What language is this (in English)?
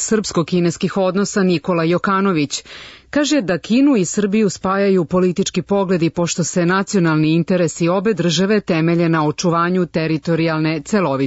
Serbian